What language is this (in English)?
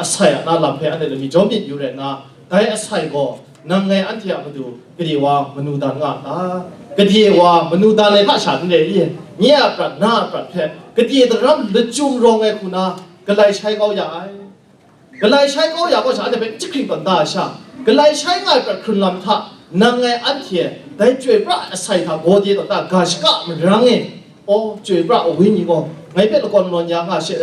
Kachin